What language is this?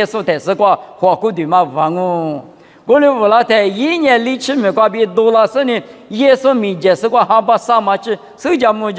Lisu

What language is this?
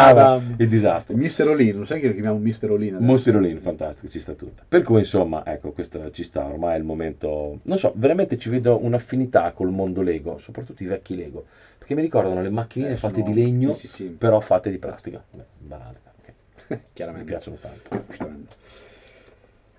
Italian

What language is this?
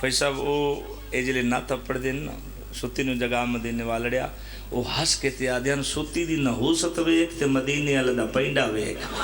Pahari-Potwari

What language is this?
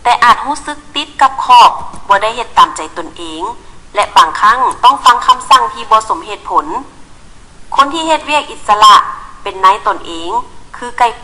Lao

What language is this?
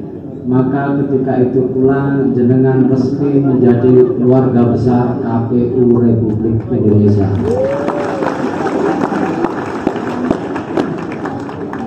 Indonesian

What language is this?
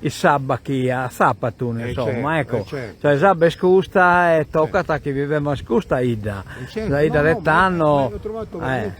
Sardinian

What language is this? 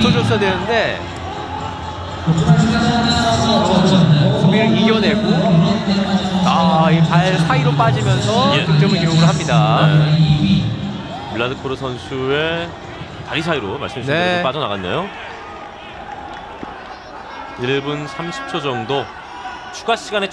Korean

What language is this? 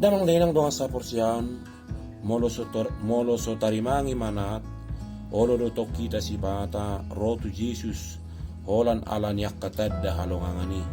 Batak Toba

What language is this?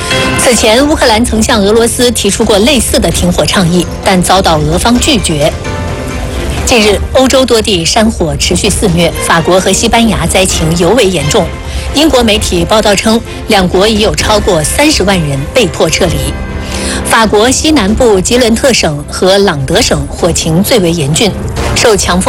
Chinese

